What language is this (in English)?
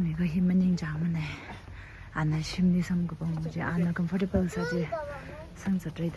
Tangkhul Naga (India)